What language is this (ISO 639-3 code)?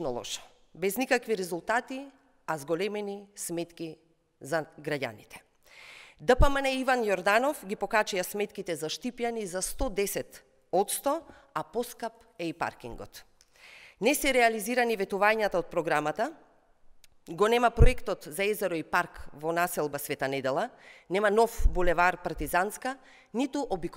mkd